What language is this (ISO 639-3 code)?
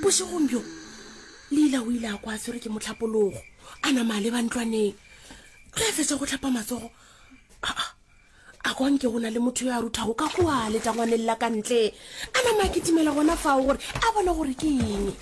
nso